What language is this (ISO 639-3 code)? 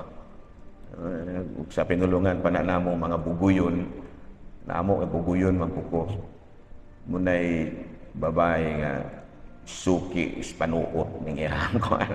ceb